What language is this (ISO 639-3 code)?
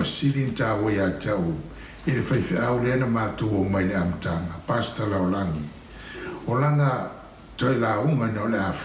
smo